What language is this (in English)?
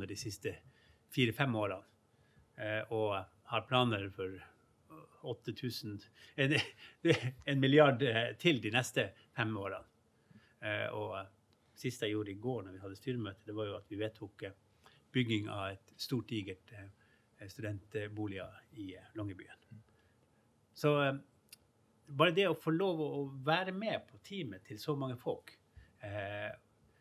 Norwegian